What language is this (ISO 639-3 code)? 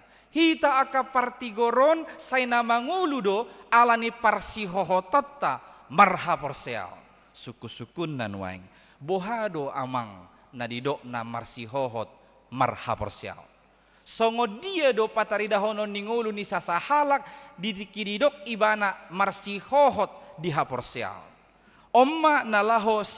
bbc